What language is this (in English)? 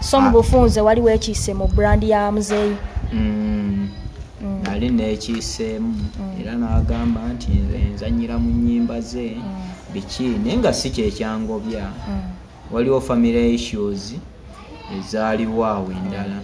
Ganda